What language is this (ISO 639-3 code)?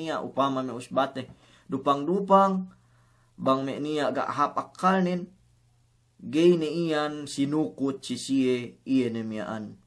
yka